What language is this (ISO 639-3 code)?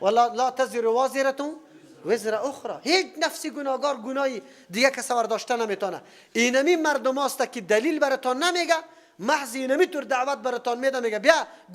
fas